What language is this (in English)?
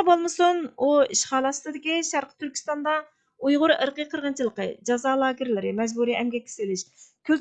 Uyghur